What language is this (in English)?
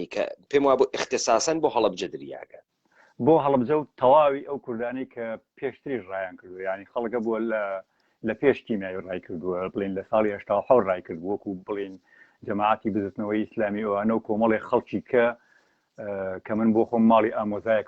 Central Kurdish